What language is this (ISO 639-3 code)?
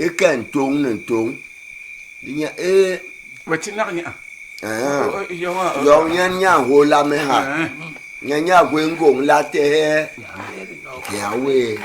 bas